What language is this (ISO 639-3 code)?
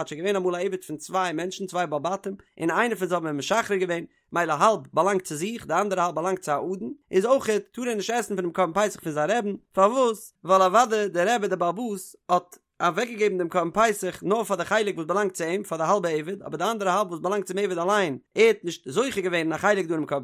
yid